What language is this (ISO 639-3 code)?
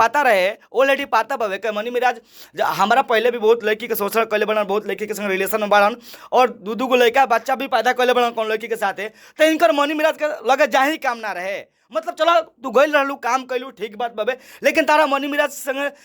bho